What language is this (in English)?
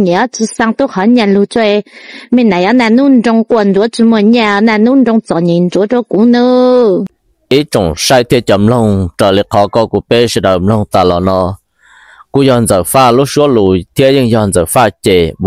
Hmong